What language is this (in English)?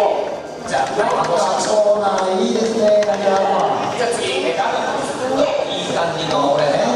Japanese